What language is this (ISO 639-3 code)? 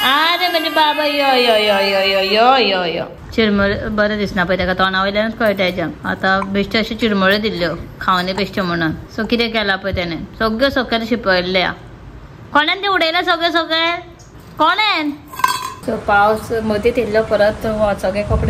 kok